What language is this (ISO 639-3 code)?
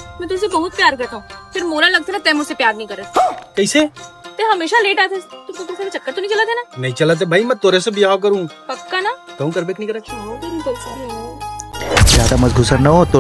hne